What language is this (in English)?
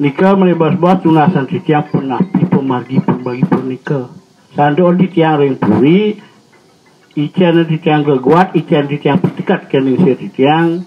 Balinese